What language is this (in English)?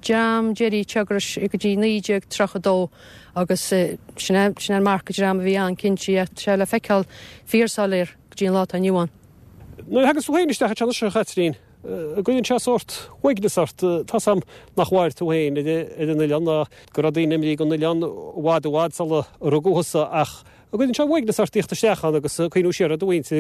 Irish